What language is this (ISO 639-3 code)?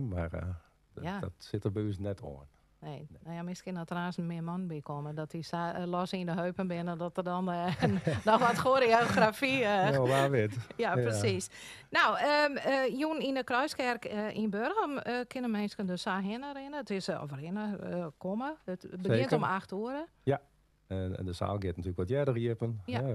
fry